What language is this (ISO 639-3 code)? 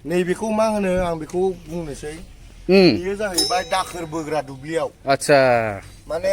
brx